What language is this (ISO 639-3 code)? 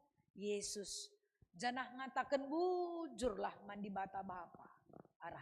btx